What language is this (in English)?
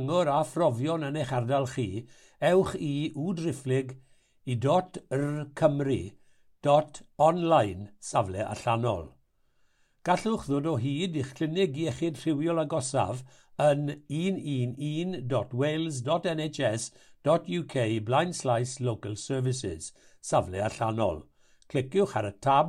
Welsh